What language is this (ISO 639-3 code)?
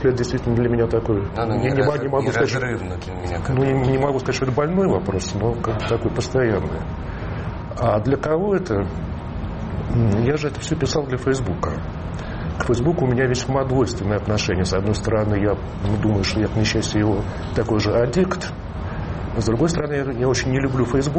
rus